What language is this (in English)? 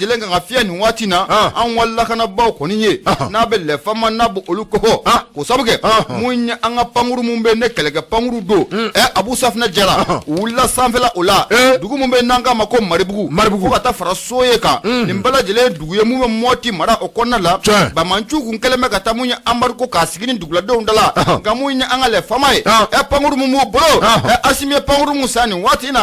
Bambara